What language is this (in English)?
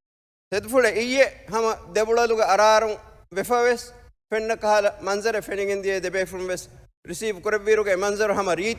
Divehi